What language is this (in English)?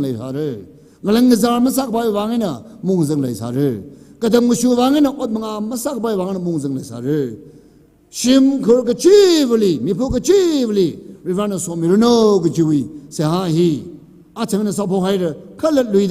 Tangkhul Naga (India)